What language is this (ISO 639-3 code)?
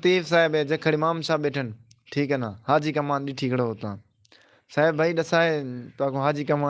skr